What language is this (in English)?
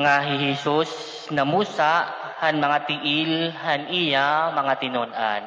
Waray